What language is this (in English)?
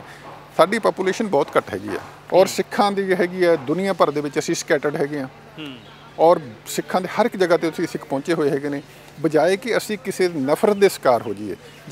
Punjabi